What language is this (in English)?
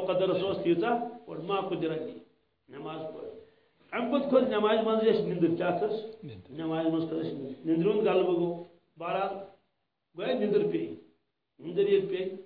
Kashmiri